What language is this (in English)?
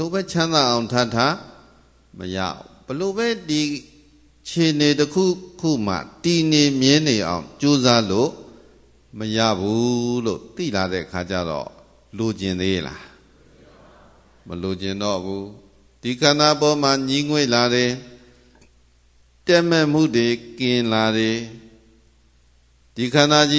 Burmese